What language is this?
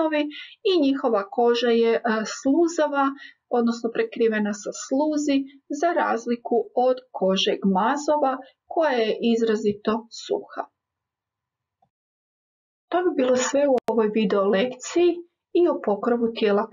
Croatian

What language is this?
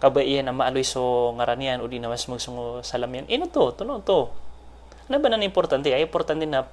Maranao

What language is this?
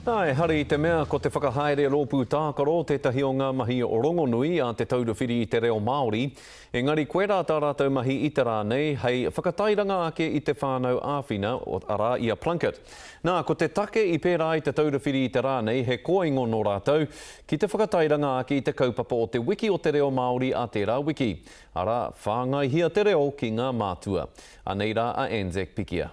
Māori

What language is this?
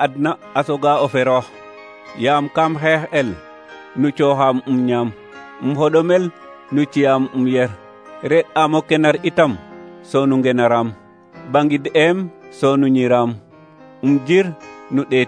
Serer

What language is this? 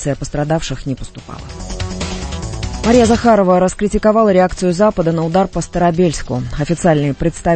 Russian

